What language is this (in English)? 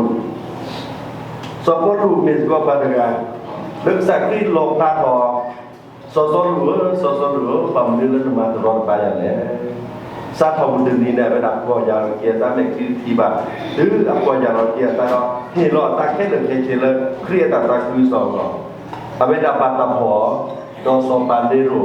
S'gaw Karen